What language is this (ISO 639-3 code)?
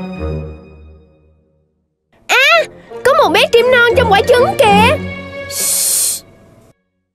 vie